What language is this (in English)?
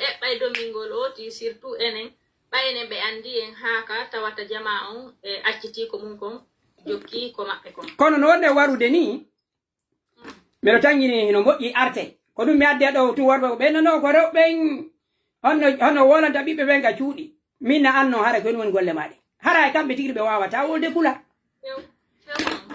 Pular